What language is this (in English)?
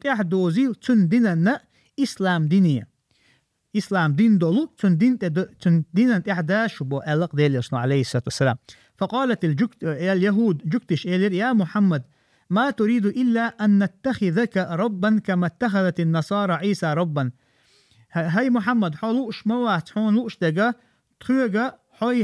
Chechen